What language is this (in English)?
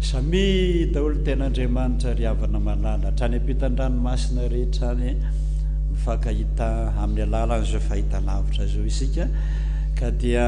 Malagasy